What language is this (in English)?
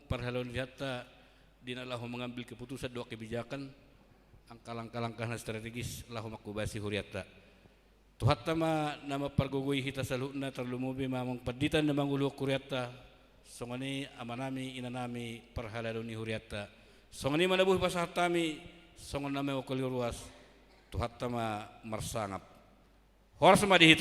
Batak Toba